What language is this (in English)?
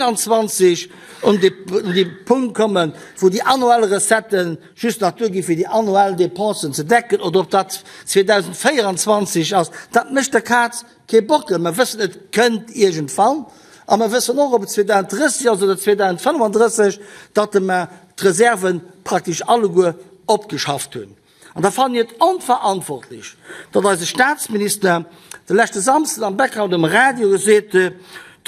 Luxembourgish